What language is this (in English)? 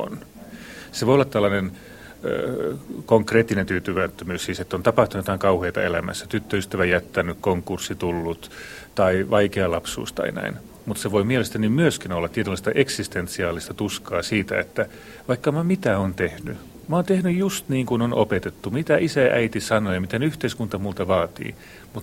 Finnish